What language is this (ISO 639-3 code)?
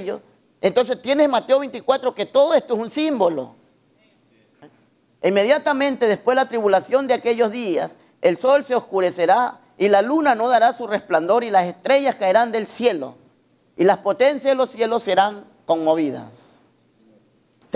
spa